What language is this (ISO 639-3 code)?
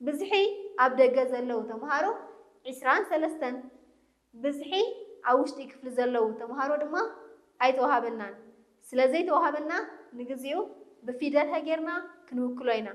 tir